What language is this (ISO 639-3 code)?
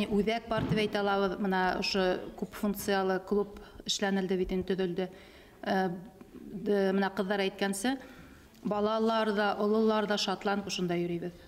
bak